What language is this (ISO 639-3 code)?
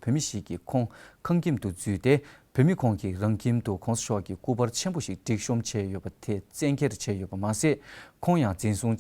bod